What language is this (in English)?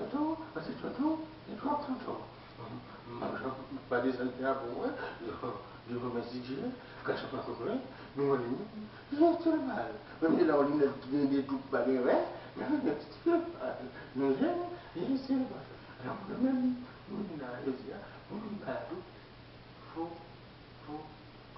Haitian Creole